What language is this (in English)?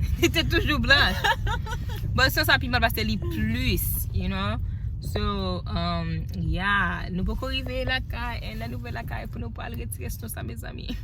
Haitian Creole